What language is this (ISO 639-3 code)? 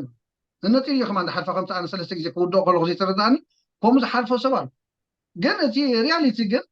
tir